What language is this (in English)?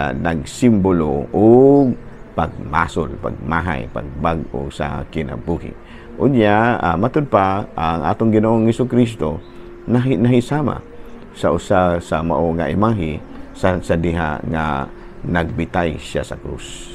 Cebuano